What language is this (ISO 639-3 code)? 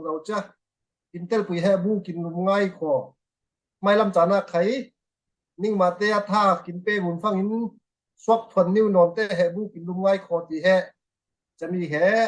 cfm